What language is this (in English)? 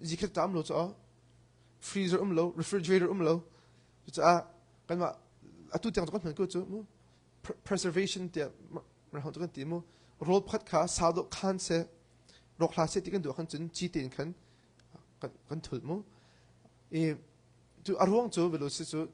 Hakha Chin